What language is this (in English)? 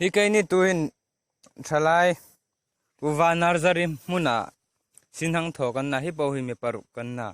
Hmar